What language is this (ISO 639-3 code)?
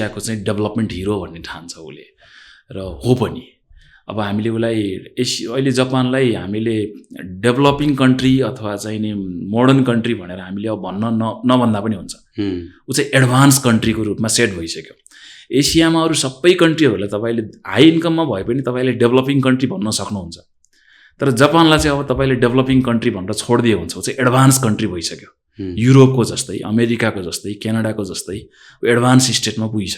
nep